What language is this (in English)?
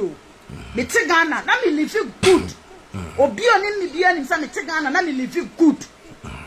Akan